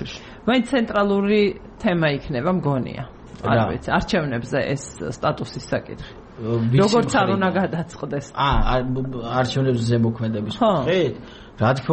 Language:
Georgian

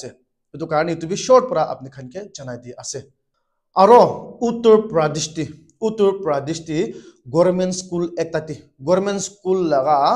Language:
Naga Pidgin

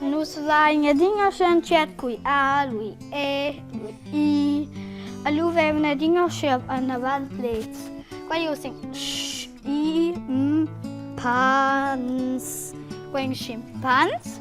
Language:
Romansh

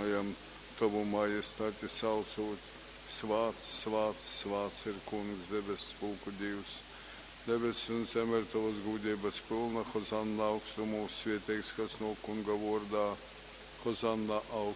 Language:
Latgalian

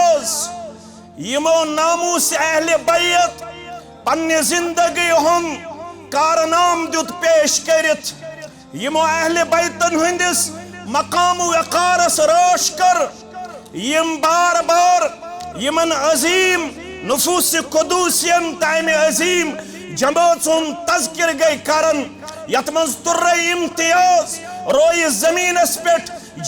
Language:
Kashmiri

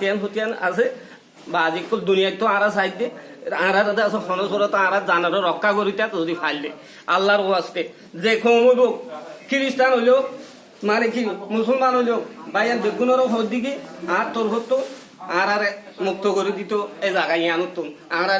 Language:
Rohingya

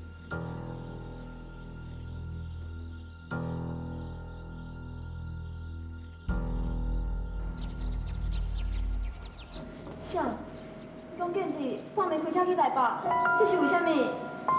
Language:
Min Nan Chinese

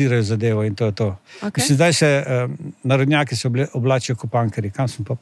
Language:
Slovenian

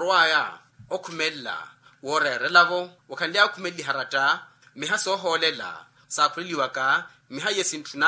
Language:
Makhuwa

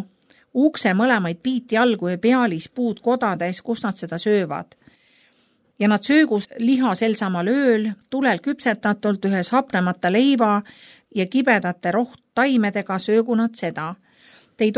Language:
Estonian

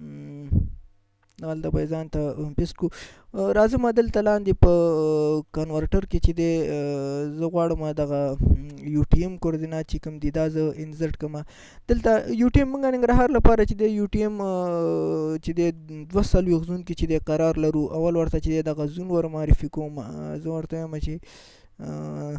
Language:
Pashto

